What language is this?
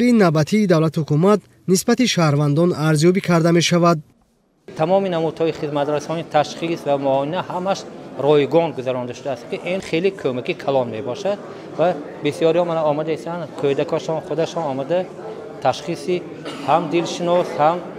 Tajik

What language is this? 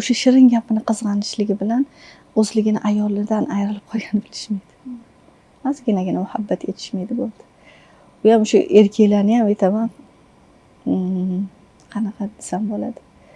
Uzbek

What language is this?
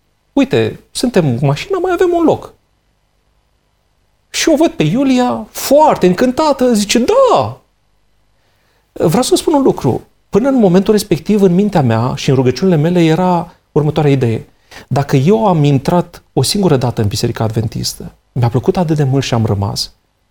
Romanian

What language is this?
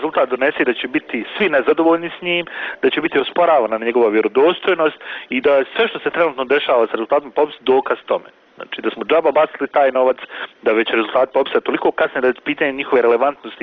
Bosnian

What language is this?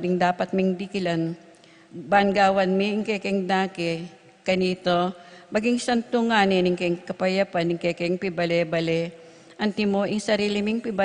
Pampanga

